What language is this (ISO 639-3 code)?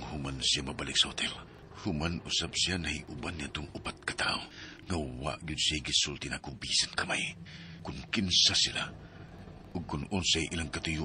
ceb